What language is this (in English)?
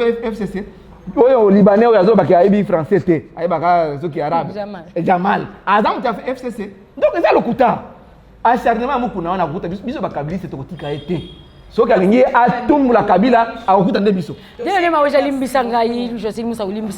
Lingala